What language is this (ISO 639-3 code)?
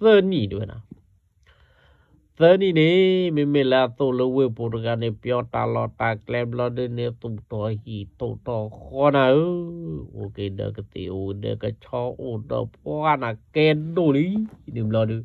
ksw